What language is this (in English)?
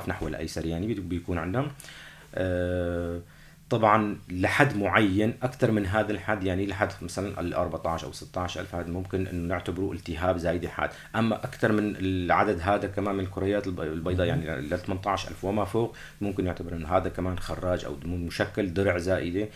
North Levantine Arabic